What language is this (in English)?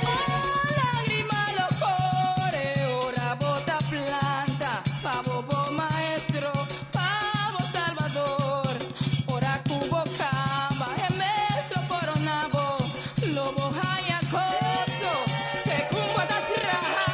Papiamento